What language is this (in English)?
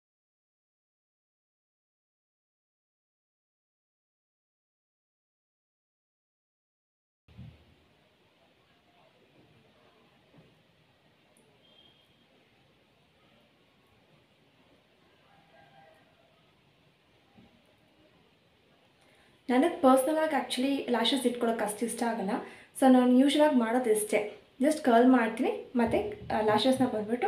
Kannada